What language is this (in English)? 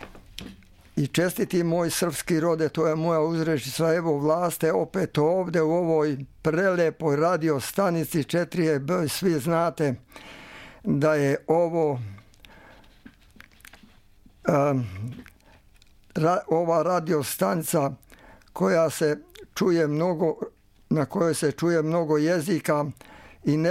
Serbian